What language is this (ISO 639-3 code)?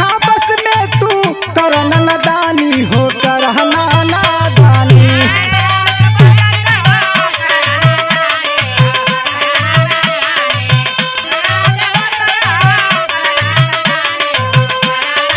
bho